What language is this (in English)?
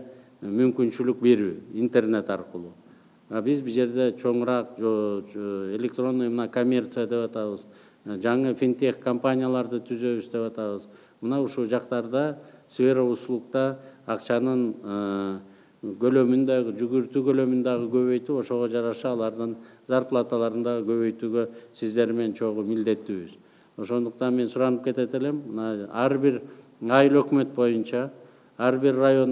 Kyrgyz